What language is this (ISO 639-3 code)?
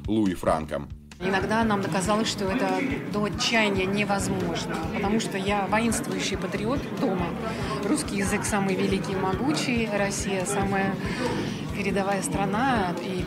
rus